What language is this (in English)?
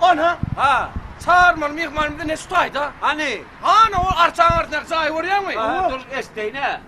Turkmen